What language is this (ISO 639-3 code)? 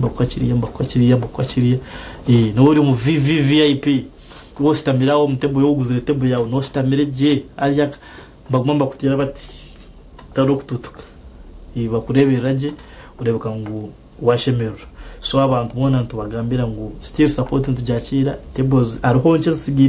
nyn